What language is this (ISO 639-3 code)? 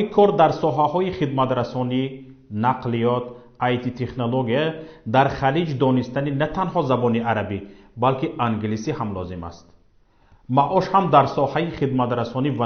tgk